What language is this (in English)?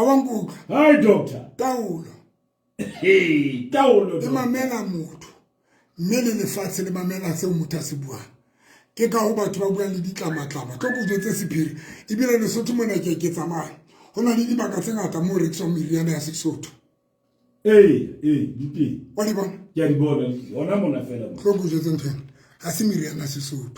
Southern Sotho